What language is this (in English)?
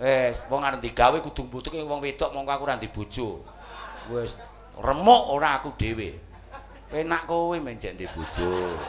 Javanese